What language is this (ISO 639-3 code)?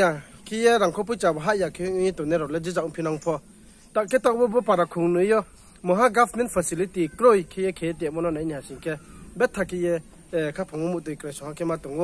ria